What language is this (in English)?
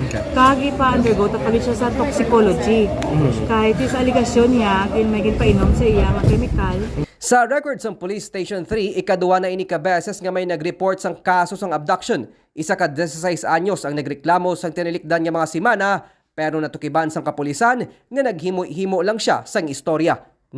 Hiligaynon